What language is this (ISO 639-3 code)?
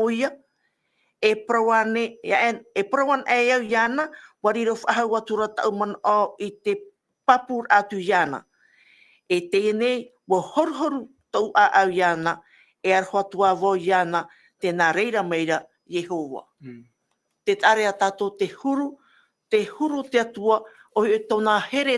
tah